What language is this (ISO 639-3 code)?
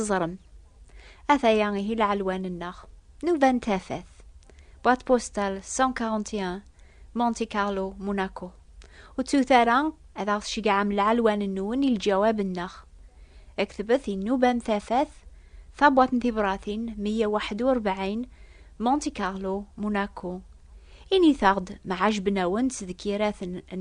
kab